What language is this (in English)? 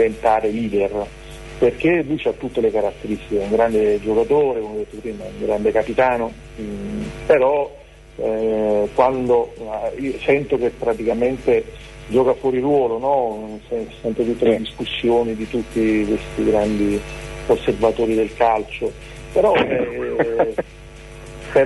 Italian